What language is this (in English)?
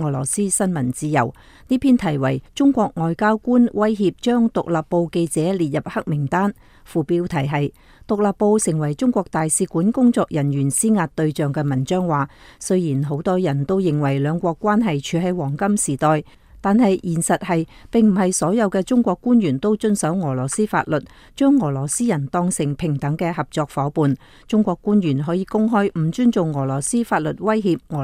Cantonese